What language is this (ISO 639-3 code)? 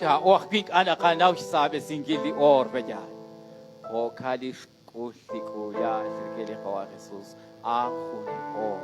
kek